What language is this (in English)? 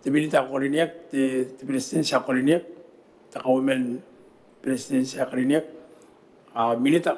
Gilbertese